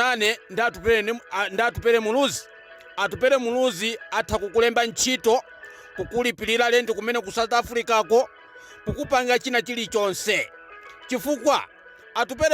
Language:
Nyanja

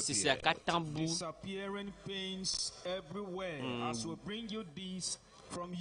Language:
Ewe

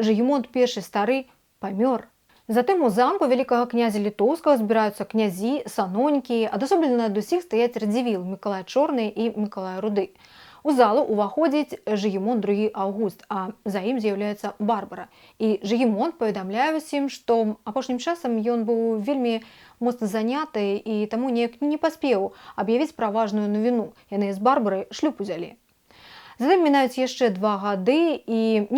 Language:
Belarusian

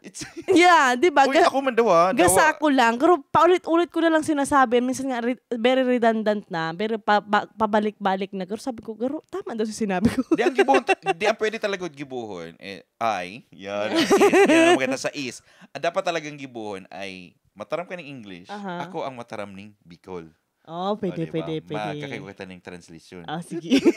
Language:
Bikol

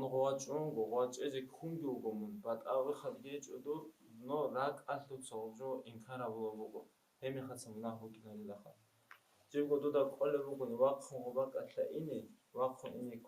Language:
Avaric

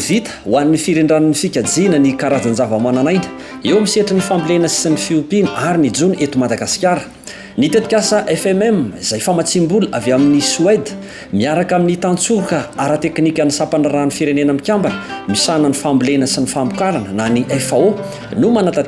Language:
Malagasy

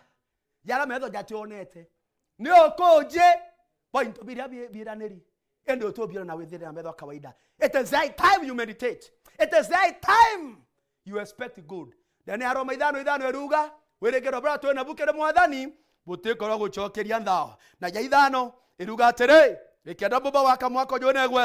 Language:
Meru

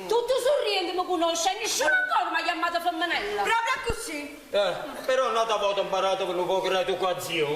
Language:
Neapolitan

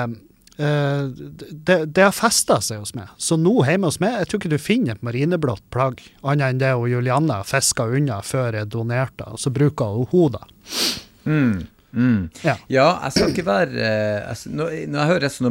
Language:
Norwegian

